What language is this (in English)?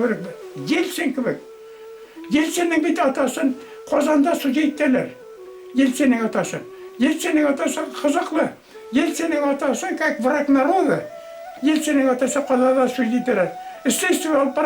Bashkir